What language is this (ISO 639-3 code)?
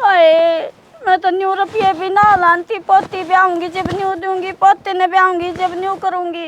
bgc